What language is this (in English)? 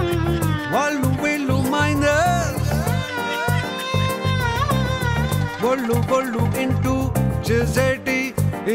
Telugu